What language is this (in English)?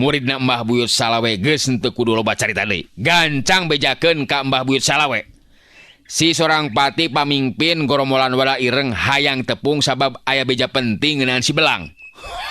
Sundanese